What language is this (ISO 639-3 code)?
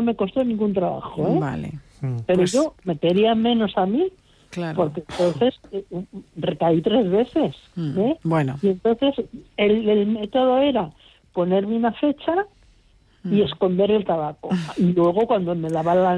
spa